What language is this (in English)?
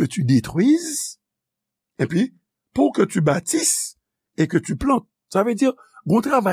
Haitian Creole